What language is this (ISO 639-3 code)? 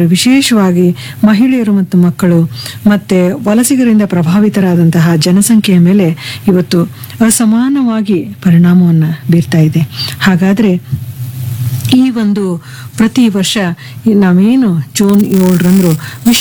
kan